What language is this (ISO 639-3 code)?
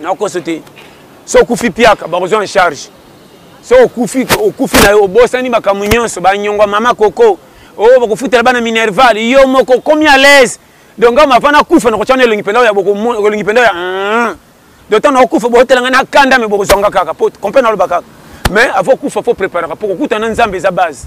lin